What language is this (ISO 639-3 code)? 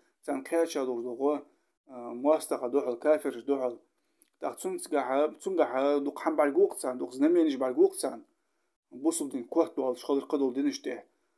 inh